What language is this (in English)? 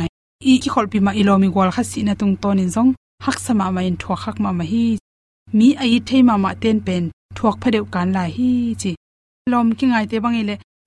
Tedim Chin